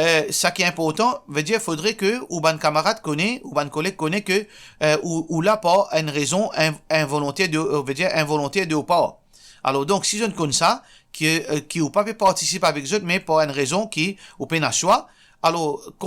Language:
Morisyen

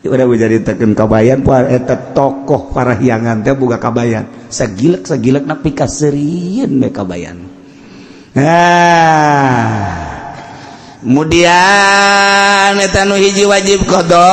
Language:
Sundanese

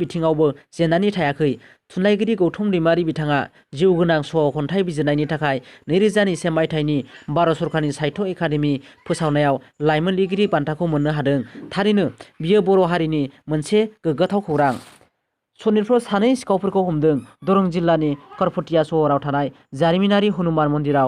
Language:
Bodo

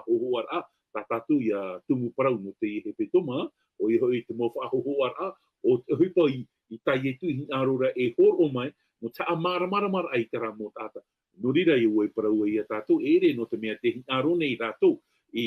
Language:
Tahitian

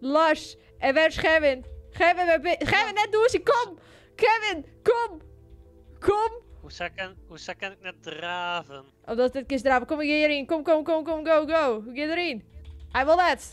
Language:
Western Frisian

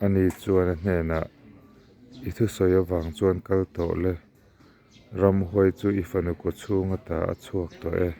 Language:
Mizo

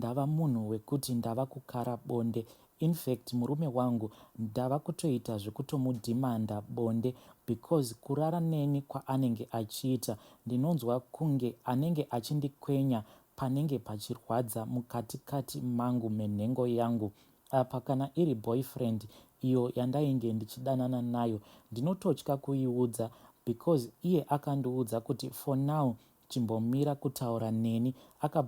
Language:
Shona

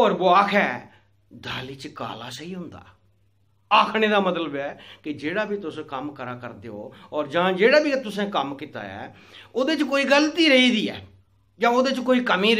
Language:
Dogri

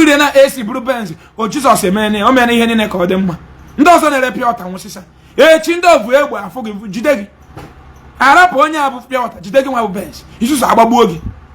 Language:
Igbo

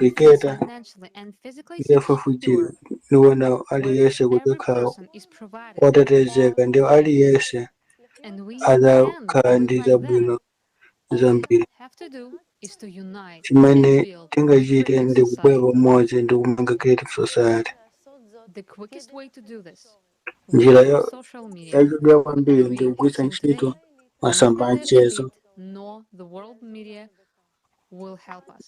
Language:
Nyanja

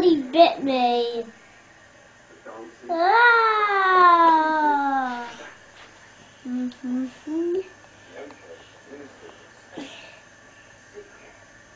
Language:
English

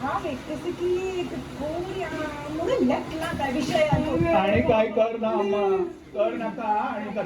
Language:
Konkani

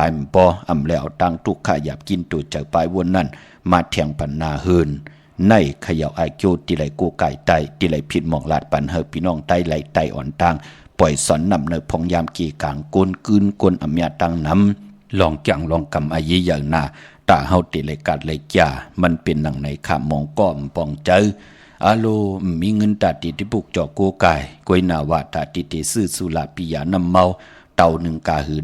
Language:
Shan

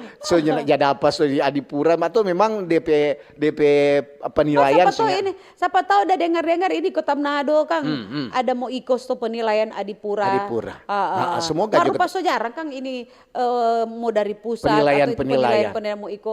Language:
Manado Malay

